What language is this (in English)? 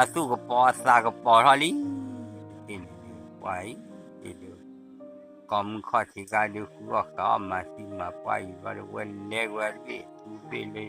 S'gaw Karen